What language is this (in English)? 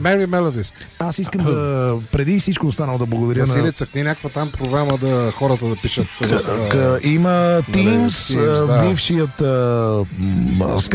Bulgarian